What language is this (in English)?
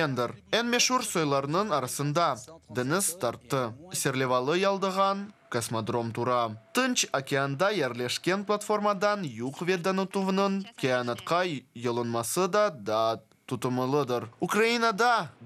Crimean Tatar